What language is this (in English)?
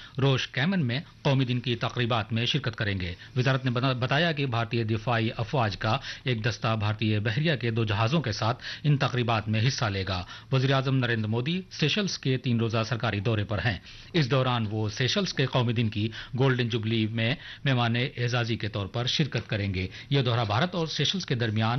Urdu